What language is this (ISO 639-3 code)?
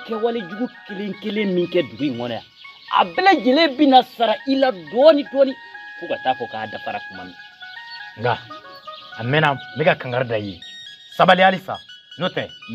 bam